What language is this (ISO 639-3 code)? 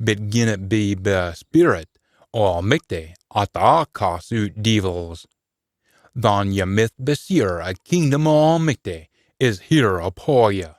sco